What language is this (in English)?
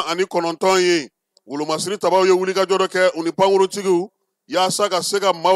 Bambara